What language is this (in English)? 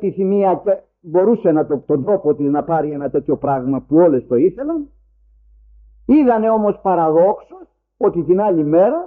Greek